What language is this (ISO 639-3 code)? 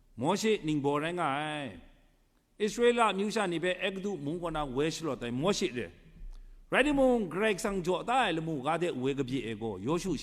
kac